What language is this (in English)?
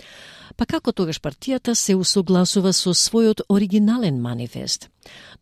Macedonian